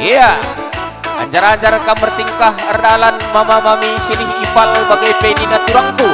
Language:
Batak Karo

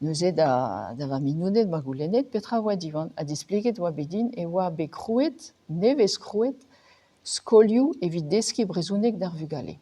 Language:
Breton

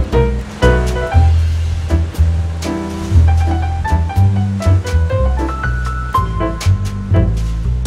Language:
Bulgarian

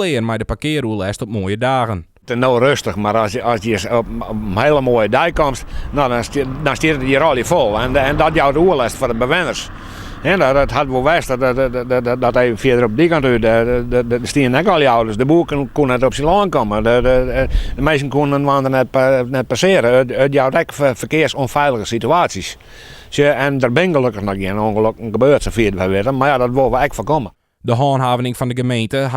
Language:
Western Frisian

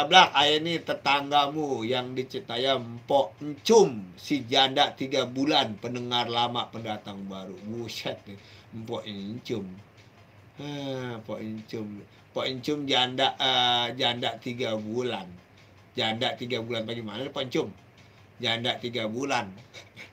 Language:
Betawi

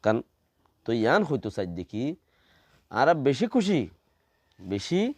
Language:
Rohingya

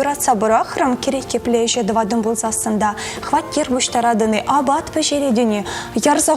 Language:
Chuvash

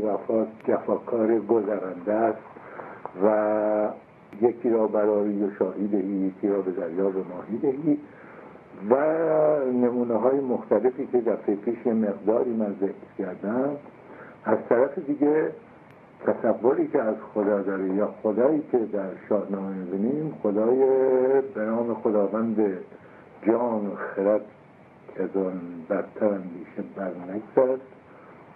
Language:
Persian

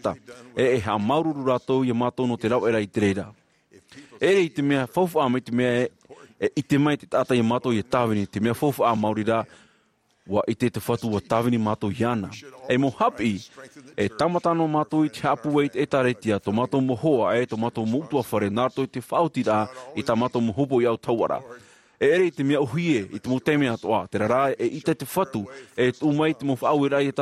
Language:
Tahitian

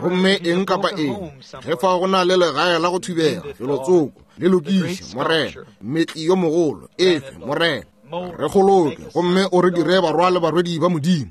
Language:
Northern Sotho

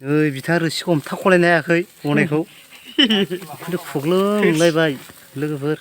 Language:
Bodo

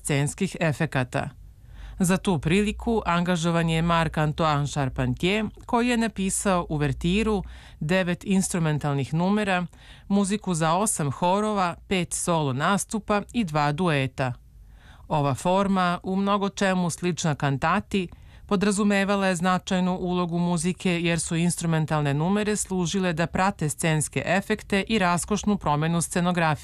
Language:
Serbian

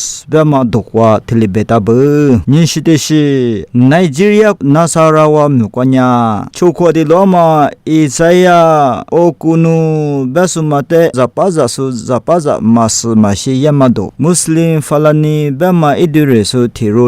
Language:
Lisu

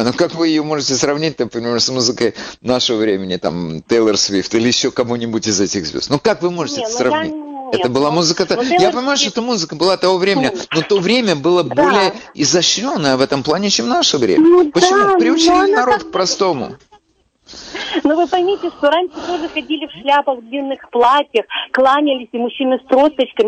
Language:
Russian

